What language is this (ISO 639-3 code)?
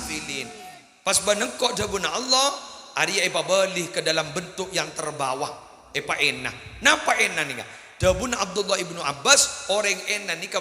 mad